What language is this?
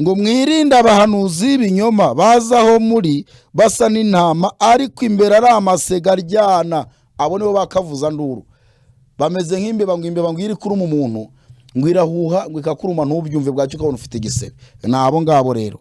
Kinyarwanda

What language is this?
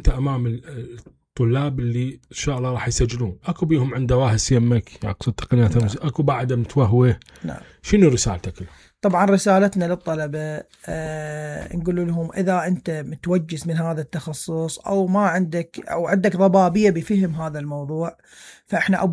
Mesopotamian Arabic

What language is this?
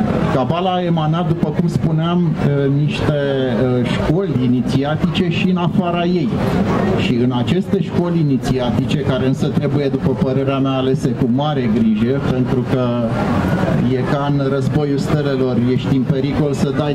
Romanian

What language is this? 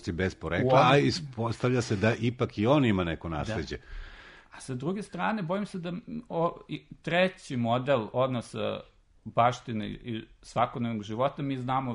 Serbian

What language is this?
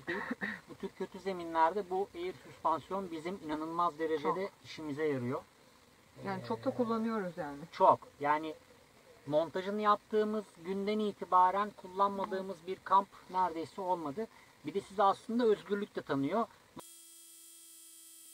Turkish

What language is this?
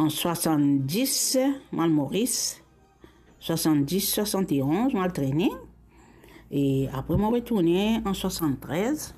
Morisyen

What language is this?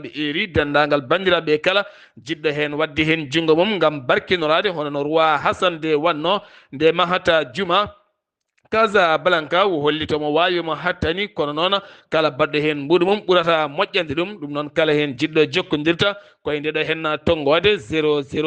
Fula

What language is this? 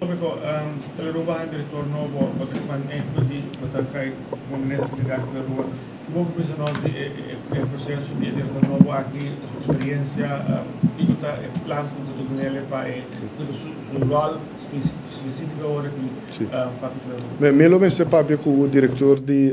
Papiamento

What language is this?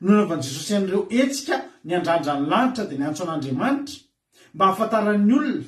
Malagasy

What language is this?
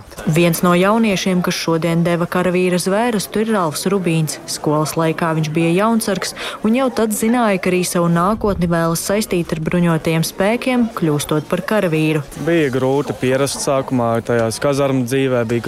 Latvian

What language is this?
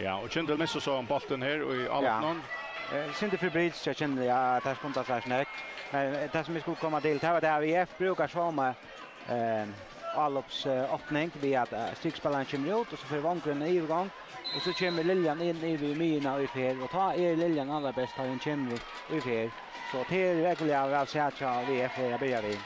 Faroese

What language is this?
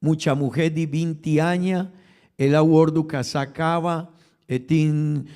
Papiamento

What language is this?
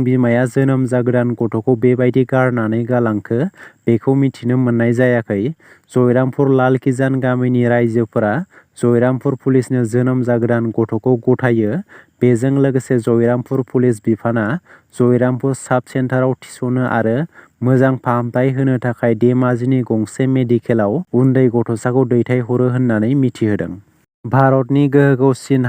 Bodo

